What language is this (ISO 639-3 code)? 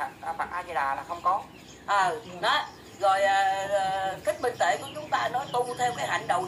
vie